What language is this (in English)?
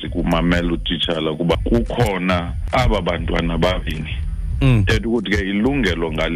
Xhosa